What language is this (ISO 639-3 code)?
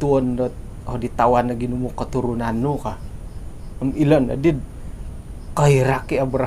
dtp